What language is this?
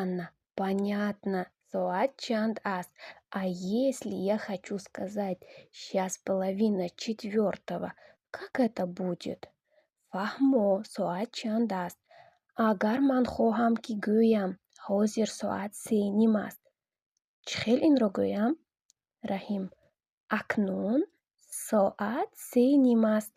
Tajik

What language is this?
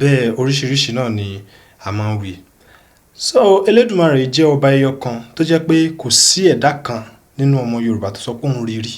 Yoruba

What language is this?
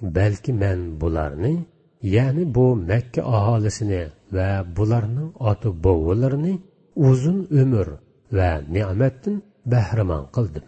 Uyghur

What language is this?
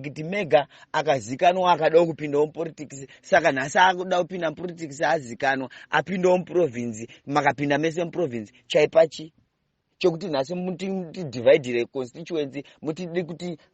Shona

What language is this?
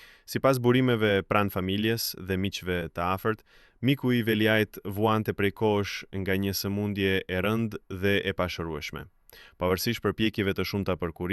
Albanian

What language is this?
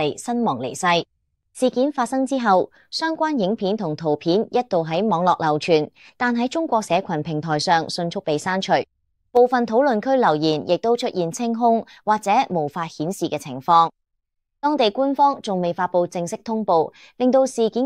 Cantonese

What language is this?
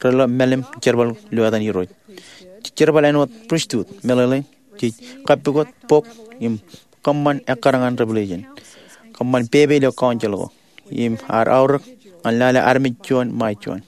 Marshallese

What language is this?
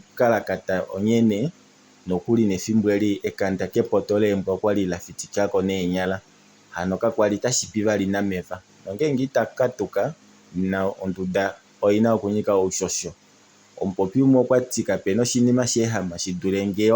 Kuanyama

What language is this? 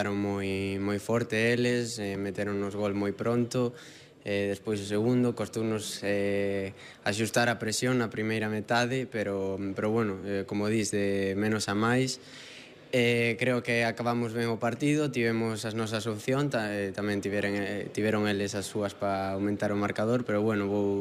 Galician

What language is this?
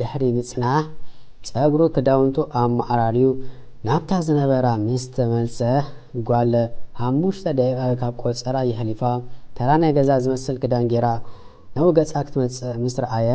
Tigrinya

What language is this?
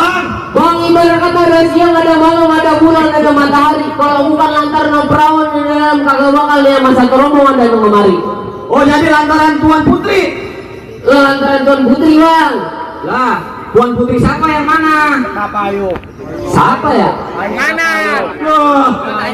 Betawi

